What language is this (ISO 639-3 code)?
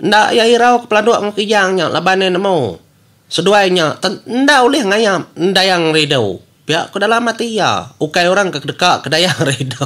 iba